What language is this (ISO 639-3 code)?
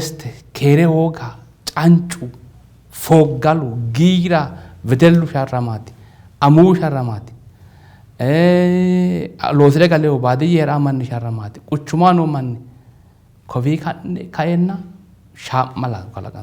sid